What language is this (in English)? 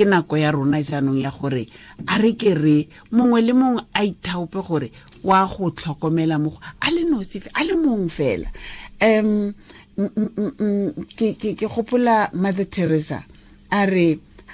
Tswana